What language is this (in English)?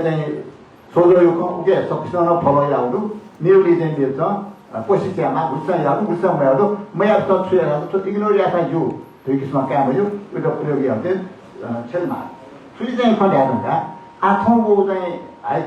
Newari